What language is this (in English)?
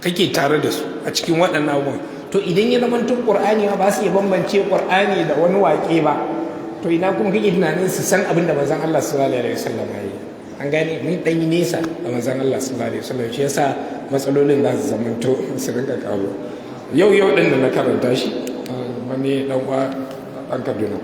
Hausa